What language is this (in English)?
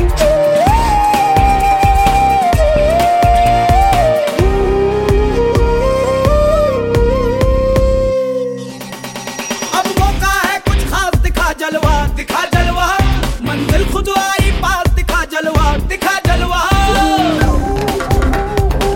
Hindi